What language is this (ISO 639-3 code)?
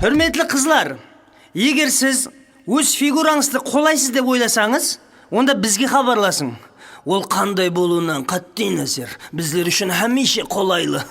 kaa